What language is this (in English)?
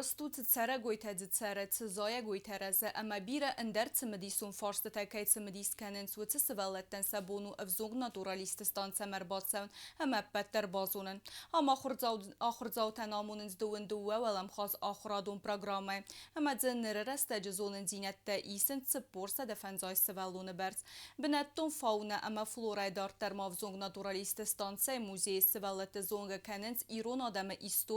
Ossetic